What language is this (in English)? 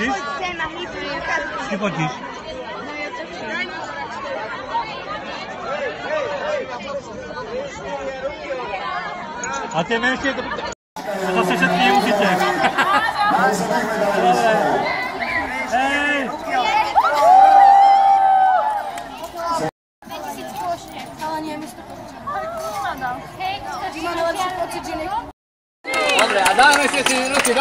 Slovak